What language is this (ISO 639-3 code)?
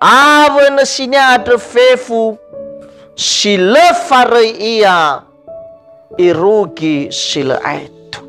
nia